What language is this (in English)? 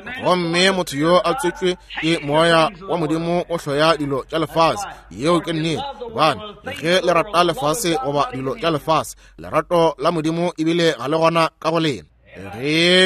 Northern Sotho